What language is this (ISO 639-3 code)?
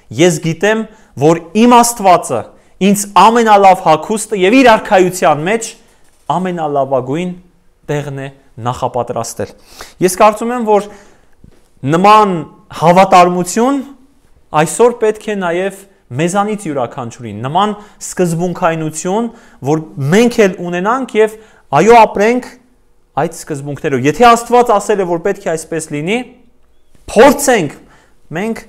hye